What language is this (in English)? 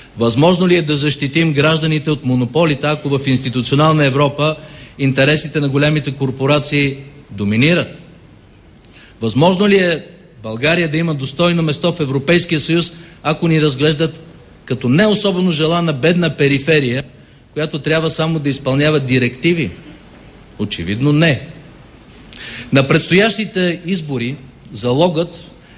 Bulgarian